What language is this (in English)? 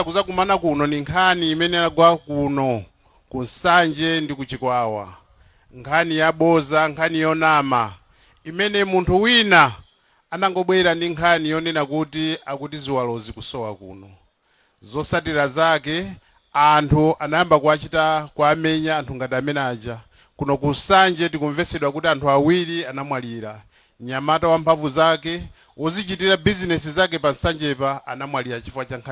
Nyanja